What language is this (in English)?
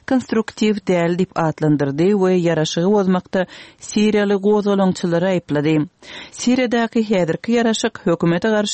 Turkmen